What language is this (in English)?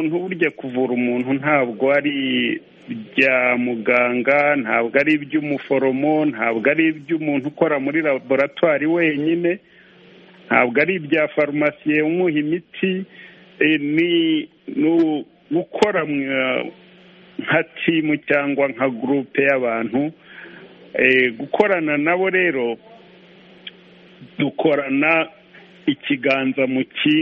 Kinyarwanda